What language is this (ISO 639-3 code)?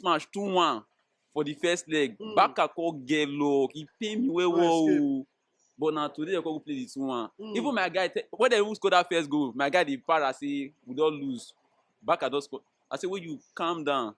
pcm